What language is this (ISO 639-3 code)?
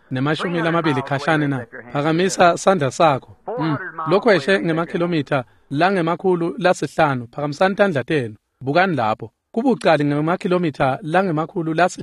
ssw